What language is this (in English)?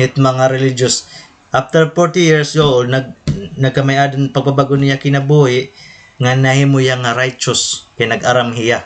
Waray